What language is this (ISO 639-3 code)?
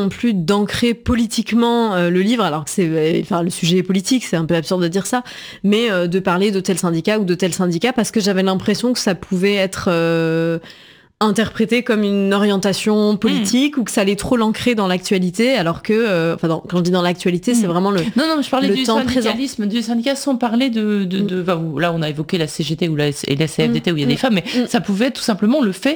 fra